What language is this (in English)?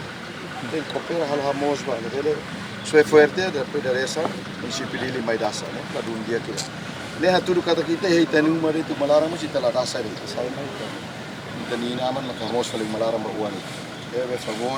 Tetum